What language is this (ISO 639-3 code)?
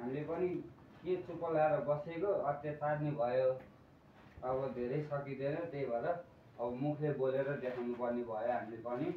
nep